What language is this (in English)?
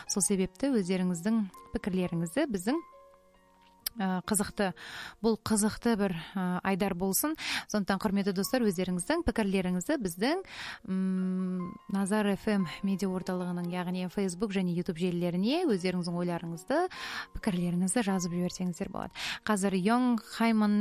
Kazakh